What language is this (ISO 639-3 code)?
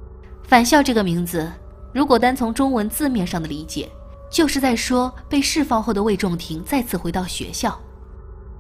zho